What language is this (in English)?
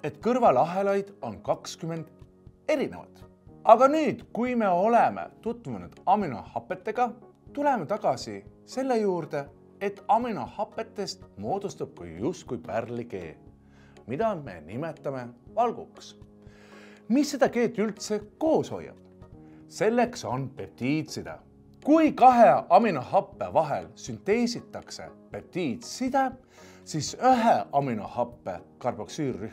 Estonian